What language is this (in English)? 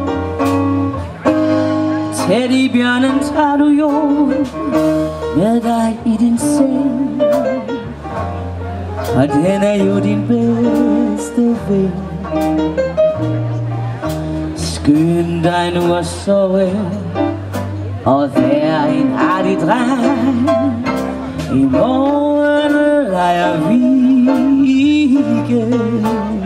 Danish